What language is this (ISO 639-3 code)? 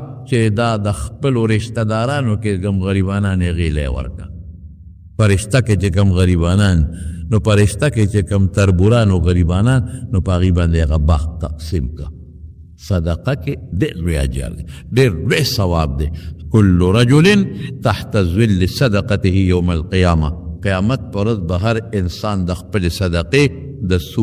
pus